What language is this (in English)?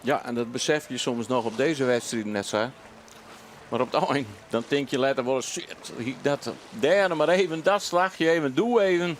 Western Frisian